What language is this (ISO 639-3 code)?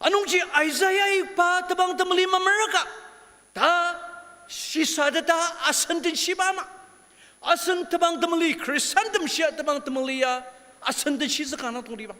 njo